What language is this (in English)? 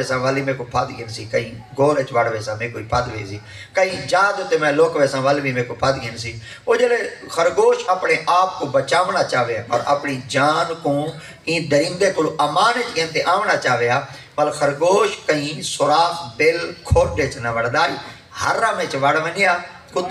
Saraiki